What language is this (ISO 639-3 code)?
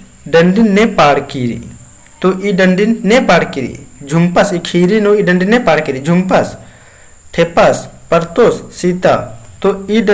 kru